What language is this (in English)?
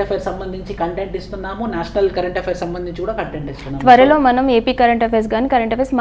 Telugu